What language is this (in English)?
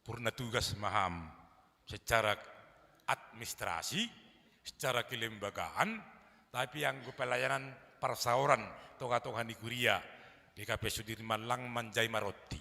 Batak Simalungun